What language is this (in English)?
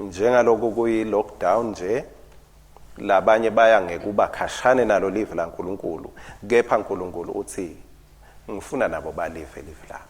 Swati